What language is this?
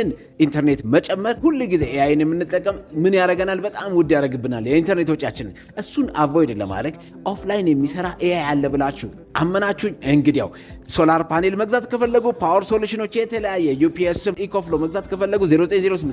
Amharic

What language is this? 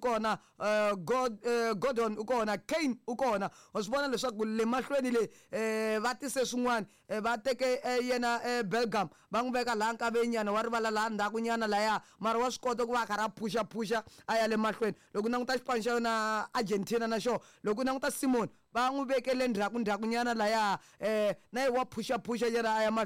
Tsonga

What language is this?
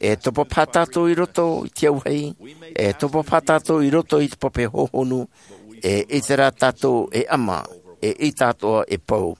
Tahitian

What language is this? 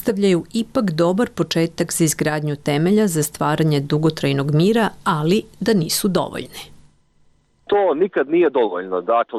Serbian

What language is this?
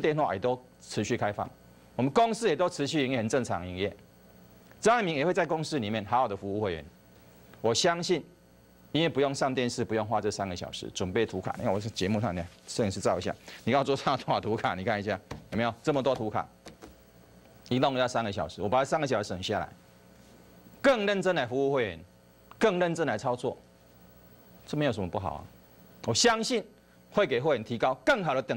Chinese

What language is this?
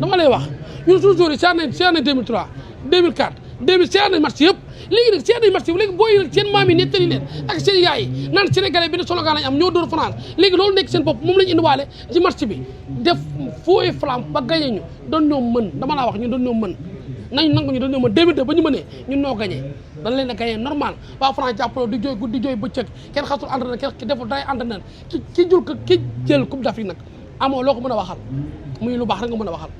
Wolof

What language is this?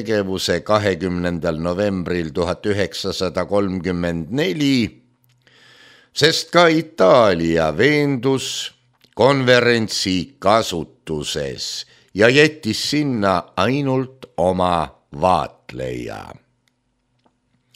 Estonian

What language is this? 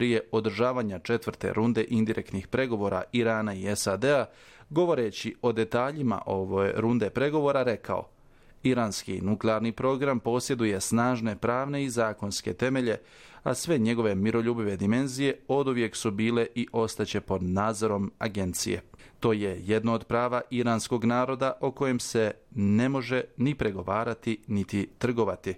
Bosnian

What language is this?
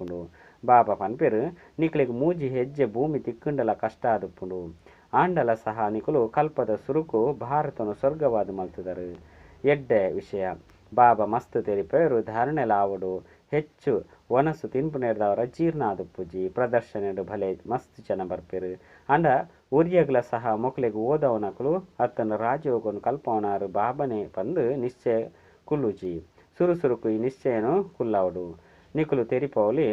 Tulu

